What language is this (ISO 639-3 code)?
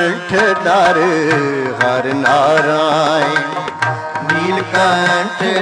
hin